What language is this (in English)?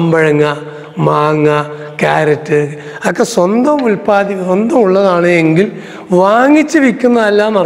Malayalam